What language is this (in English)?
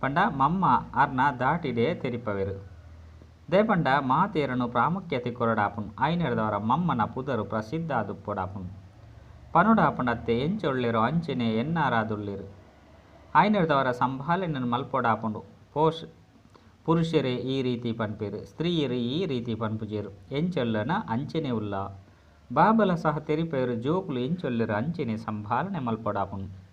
Tulu